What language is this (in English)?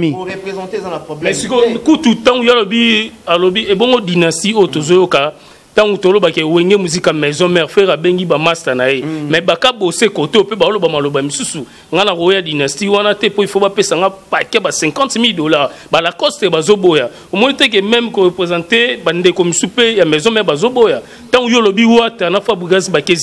Lingala